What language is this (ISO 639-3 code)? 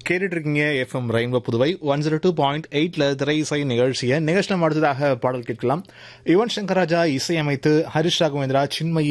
tam